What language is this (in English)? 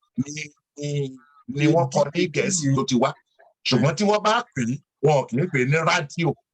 Yoruba